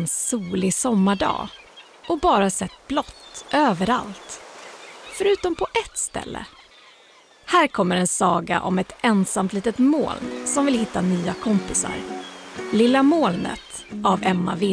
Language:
Swedish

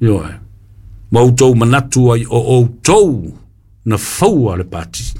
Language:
Samoan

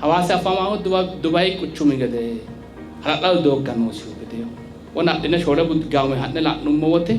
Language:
Sidamo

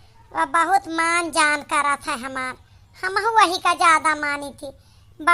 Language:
Awadhi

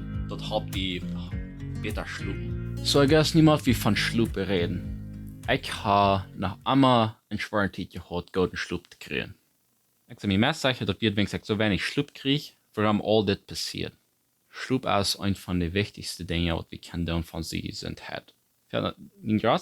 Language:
Plautdietsch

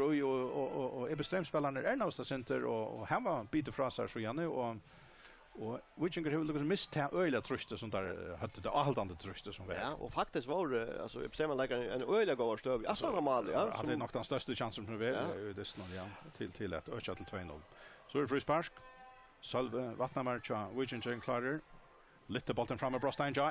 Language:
Faroese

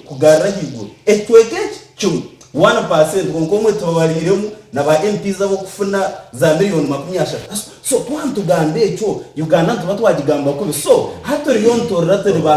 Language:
Nyankole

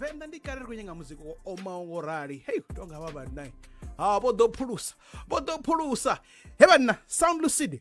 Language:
Venda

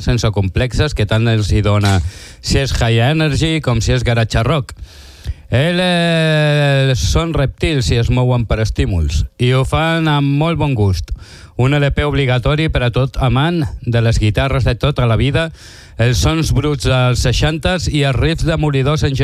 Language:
Catalan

